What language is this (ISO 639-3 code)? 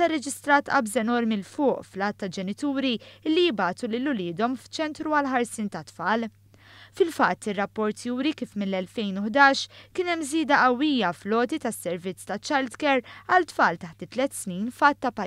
mlt